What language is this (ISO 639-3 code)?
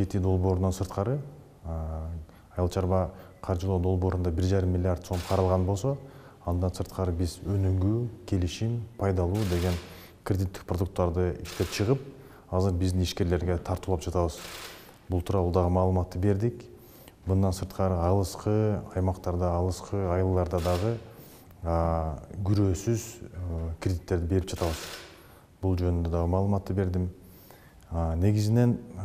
kir